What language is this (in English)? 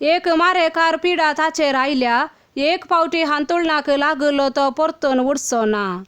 Konkani